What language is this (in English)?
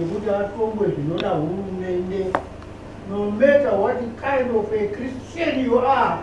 Shona